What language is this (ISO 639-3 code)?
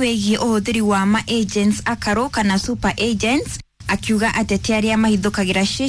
kik